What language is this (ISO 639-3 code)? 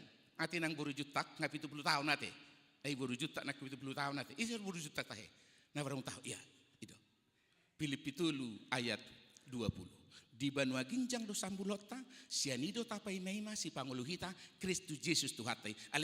bbc